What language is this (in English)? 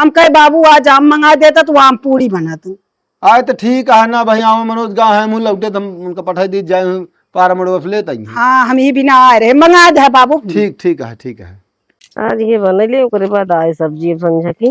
Awadhi